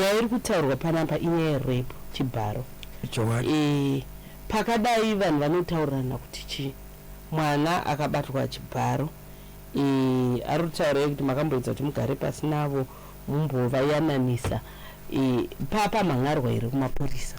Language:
Shona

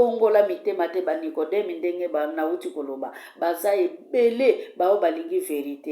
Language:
Lingala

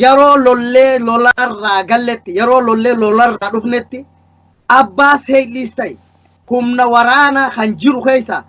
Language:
Oromo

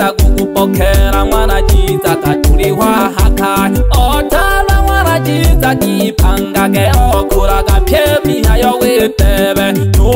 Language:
Swahili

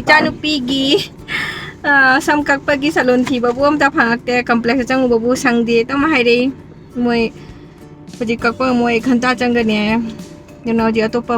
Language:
Manipuri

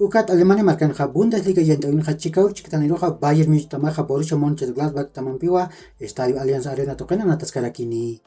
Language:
Aymara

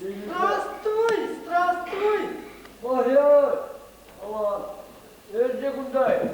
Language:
Chuvash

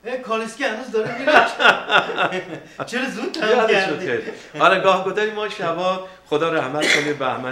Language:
Persian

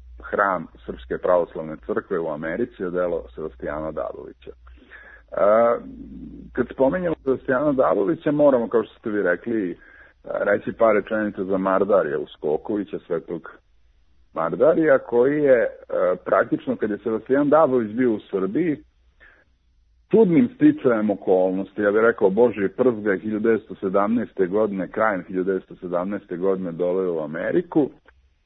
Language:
Serbian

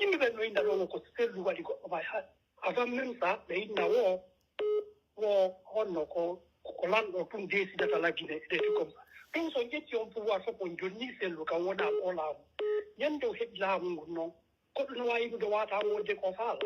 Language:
Pular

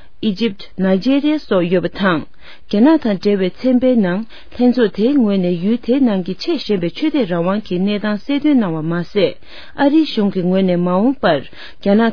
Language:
Tibetan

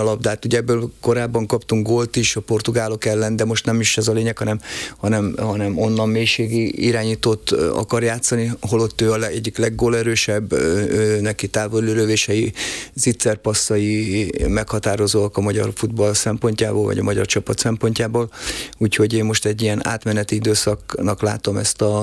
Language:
Hungarian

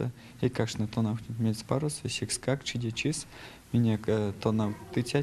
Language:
Erzya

